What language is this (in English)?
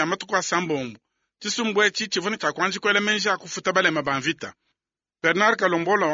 Luba-Lulua